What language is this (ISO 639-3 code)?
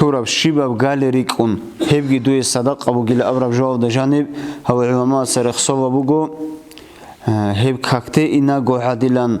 ava